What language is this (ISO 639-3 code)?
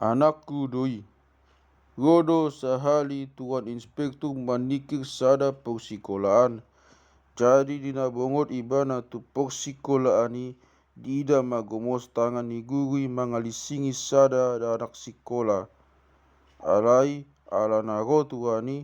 bbc